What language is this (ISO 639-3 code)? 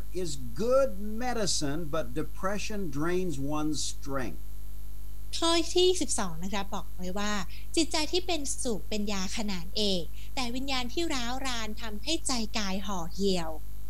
tha